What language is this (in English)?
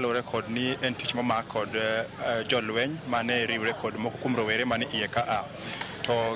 Luo (Kenya and Tanzania)